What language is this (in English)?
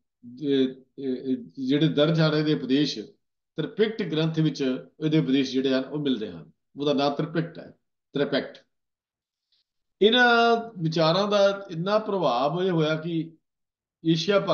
Punjabi